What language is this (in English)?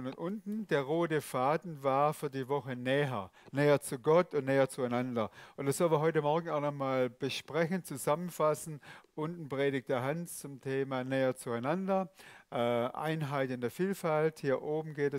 Swiss German